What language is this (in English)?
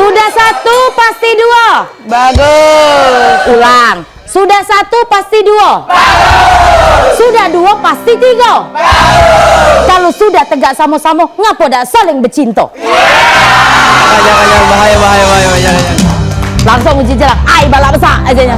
Musi